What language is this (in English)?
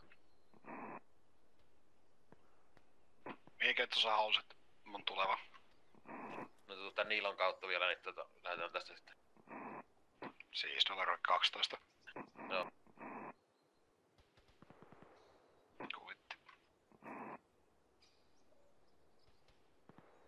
Finnish